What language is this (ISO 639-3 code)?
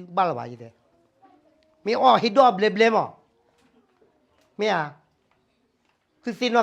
ksw